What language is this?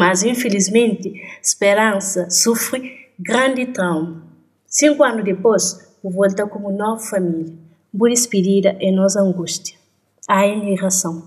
Kabuverdianu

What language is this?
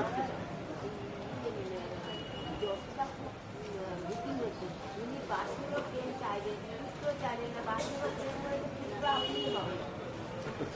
Hindi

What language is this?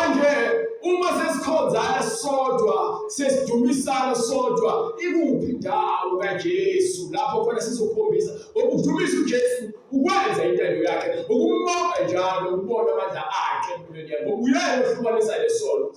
Zulu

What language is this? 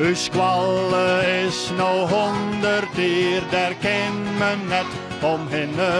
Western Frisian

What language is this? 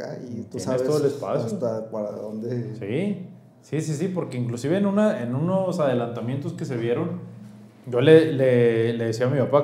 Spanish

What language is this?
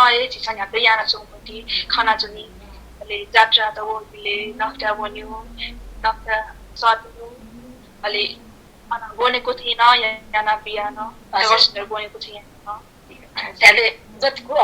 Newari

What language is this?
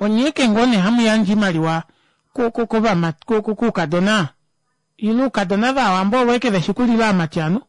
Kuanyama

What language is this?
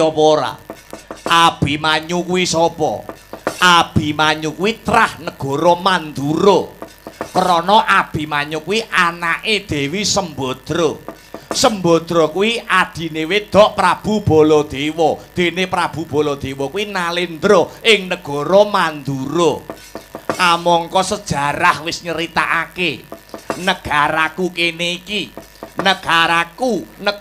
Javanese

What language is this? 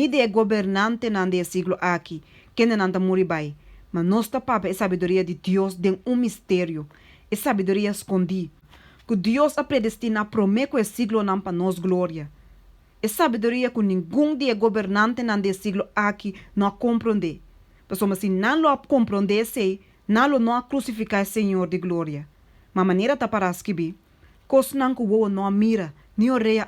Papiamento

